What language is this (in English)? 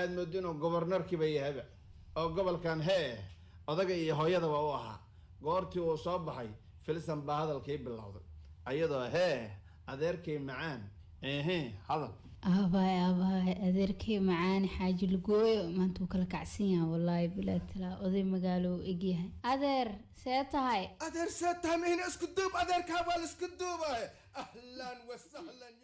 Somali